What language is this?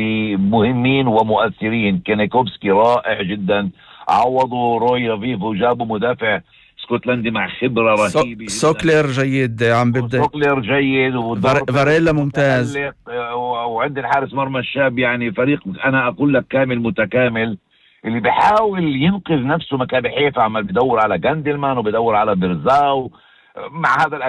North Levantine Arabic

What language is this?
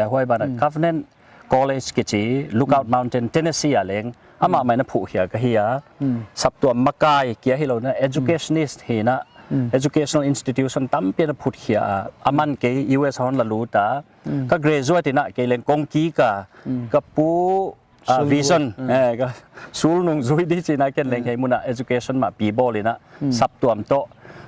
Paite Chin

